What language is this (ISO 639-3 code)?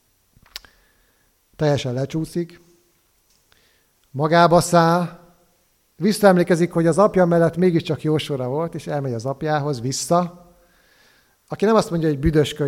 hun